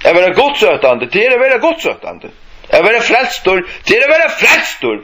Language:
Faroese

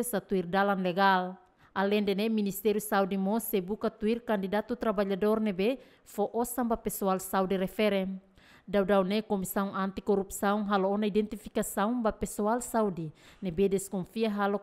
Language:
Tetum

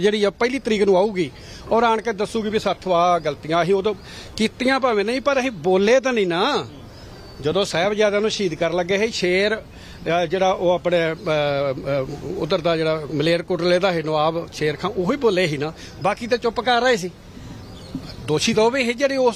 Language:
Punjabi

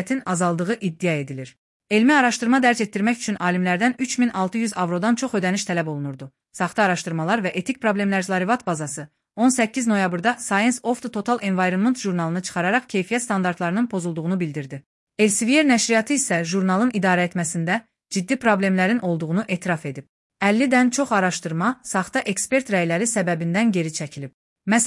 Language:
Azerbaijani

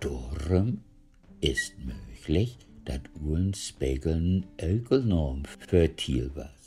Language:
Low German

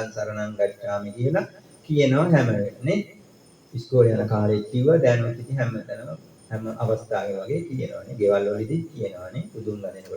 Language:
Sinhala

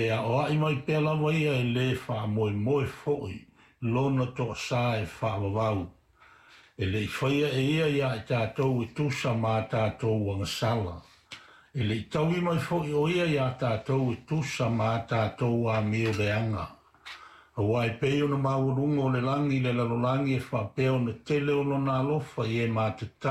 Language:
Samoan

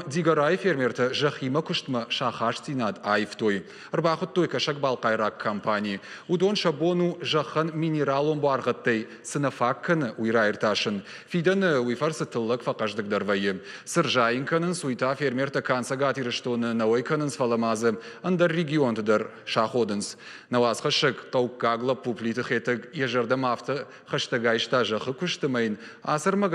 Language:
Ossetic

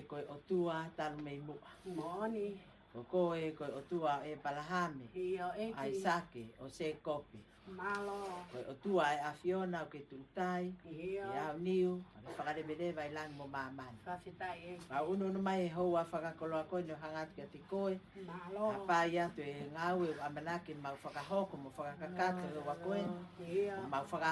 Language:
Tongan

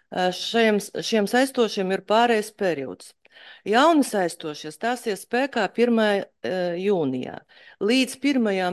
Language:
Latvian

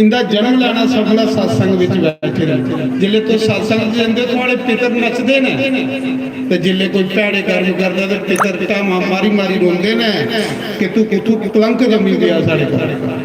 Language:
Dogri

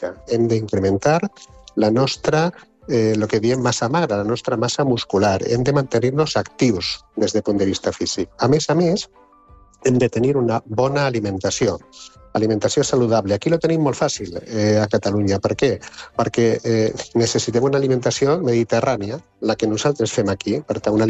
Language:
Catalan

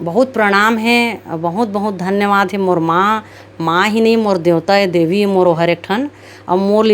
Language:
Chhattisgarhi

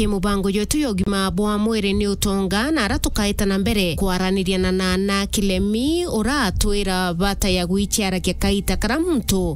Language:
Meru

